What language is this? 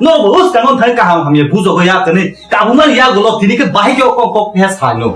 Kok Borok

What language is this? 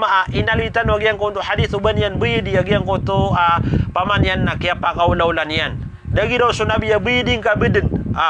Maranao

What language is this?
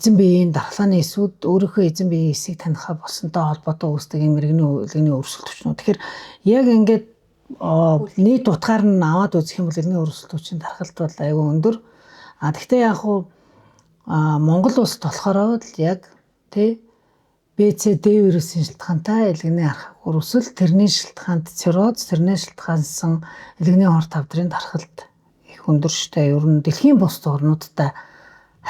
Mongolian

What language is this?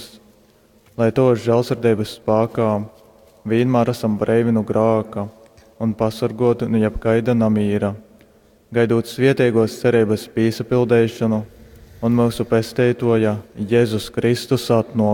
Latgalian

